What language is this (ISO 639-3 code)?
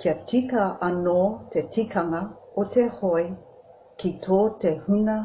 mri